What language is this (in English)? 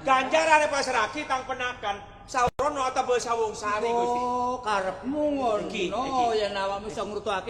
Javanese